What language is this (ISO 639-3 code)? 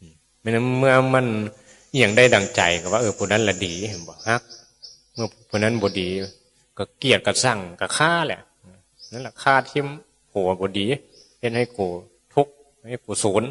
tts